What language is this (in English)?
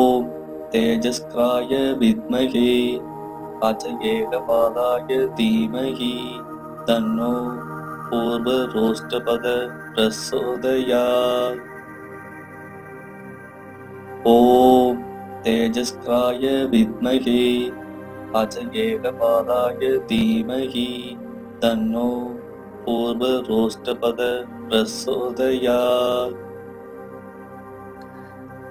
Tamil